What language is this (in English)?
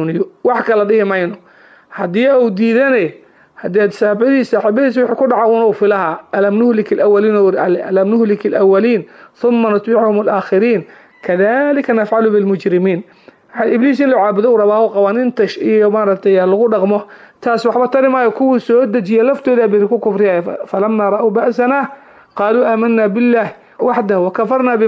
Somali